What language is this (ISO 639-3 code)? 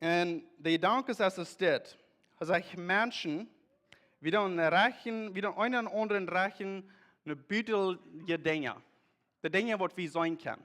pdt